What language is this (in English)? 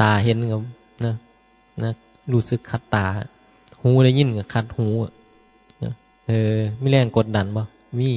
Northeastern Thai